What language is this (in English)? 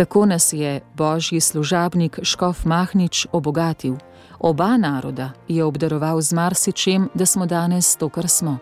Slovenian